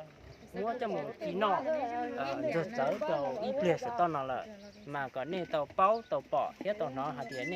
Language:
Hmong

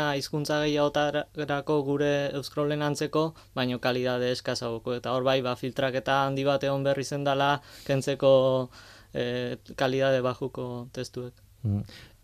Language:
Basque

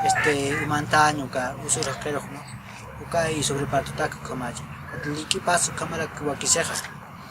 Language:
Aymara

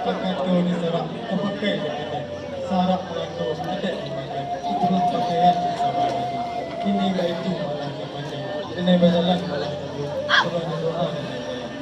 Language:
Minangkabau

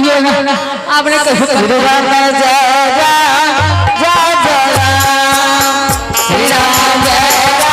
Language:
Angika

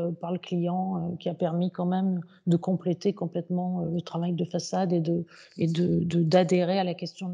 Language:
French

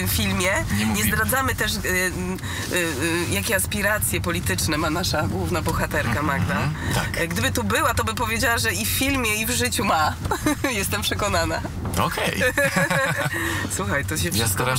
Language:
Polish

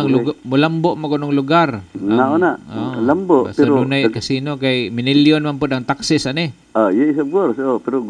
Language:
Cebuano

